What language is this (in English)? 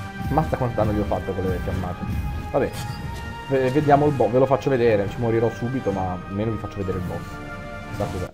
Italian